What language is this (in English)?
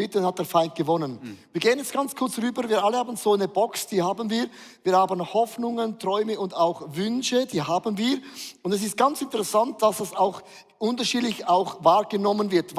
Swiss German